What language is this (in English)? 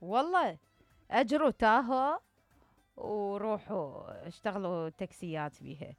Mesopotamian Arabic